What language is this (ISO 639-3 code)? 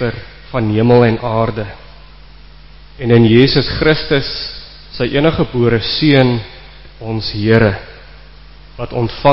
afr